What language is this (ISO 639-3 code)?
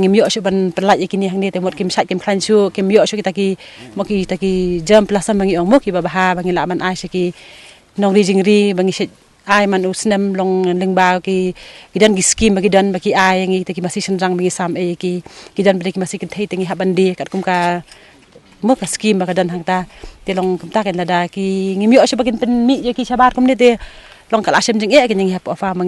kha